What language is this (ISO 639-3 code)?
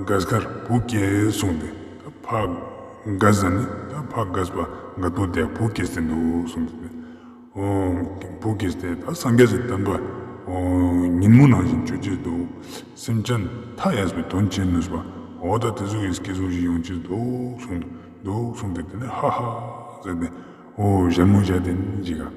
lbj